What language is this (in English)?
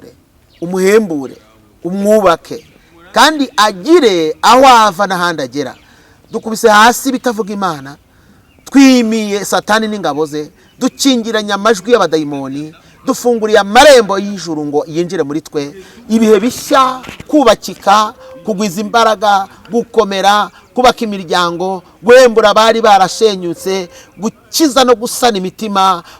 Kinyarwanda